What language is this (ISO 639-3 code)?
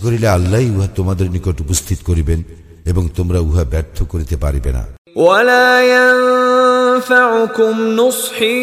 ben